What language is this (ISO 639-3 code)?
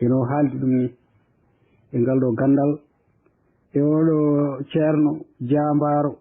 ful